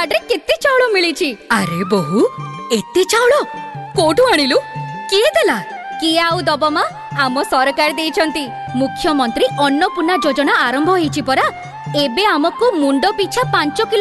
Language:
Odia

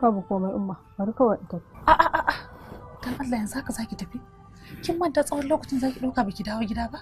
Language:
Hausa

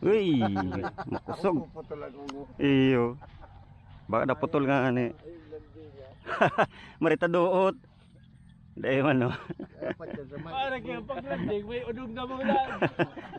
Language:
Bikol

